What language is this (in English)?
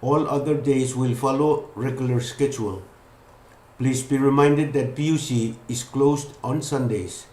Pohnpeian